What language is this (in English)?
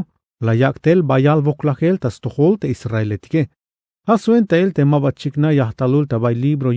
Tzeltal